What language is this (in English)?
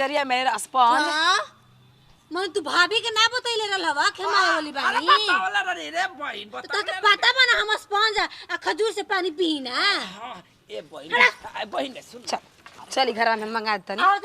Bhojpuri